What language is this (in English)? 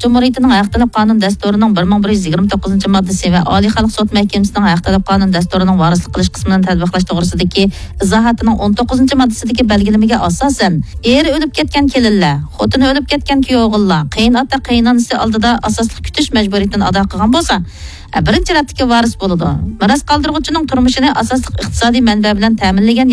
Uyghur